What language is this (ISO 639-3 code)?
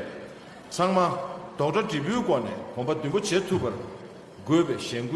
bod